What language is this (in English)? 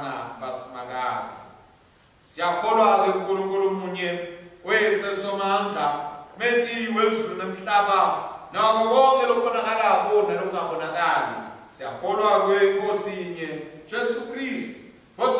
Swati